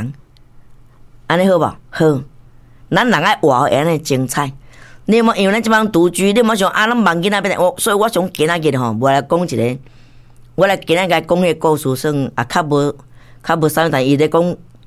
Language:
Min Nan Chinese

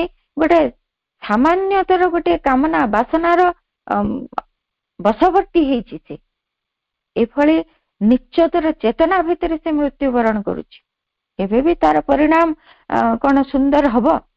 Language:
Odia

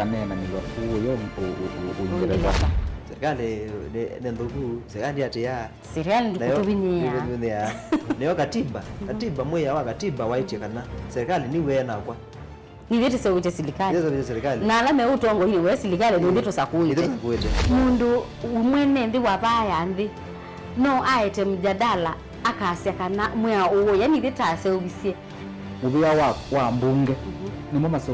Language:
Kamba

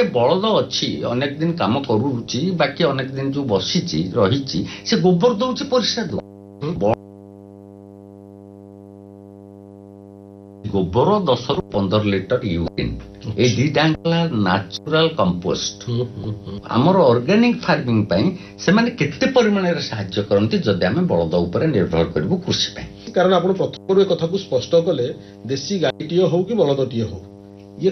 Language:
Odia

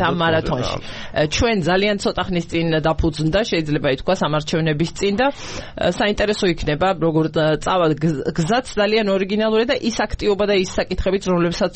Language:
Georgian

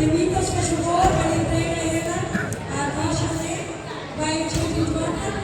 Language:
Tetum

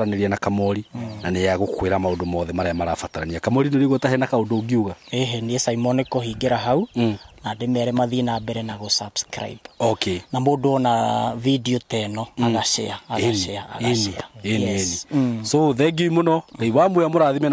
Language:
Kikuyu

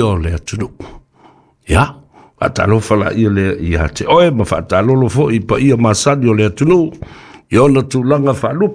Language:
Samoan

